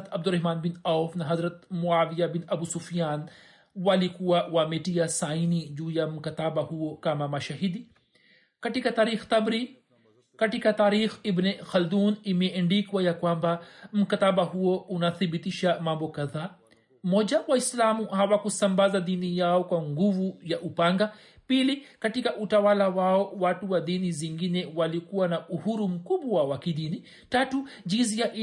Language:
Swahili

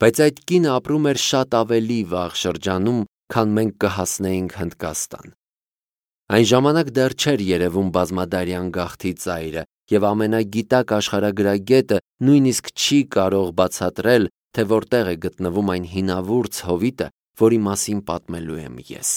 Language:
Armenian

